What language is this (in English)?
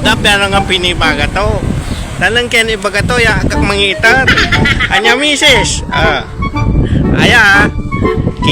Pangasinan